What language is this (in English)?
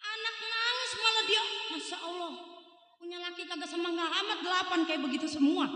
Betawi